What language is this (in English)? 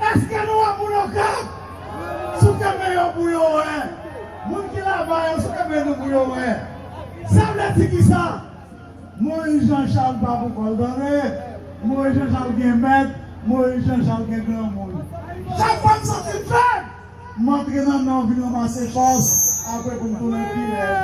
Haitian Creole